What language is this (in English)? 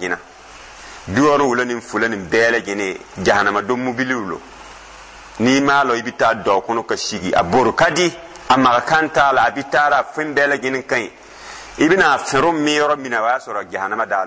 Dyula